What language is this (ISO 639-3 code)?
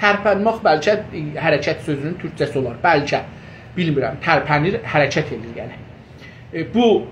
azb